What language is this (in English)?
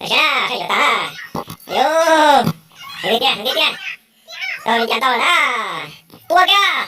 Hmong